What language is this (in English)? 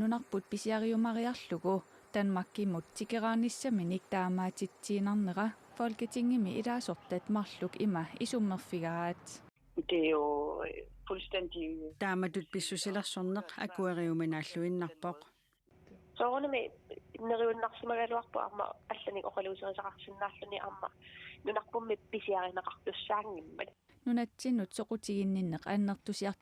Kalaallisut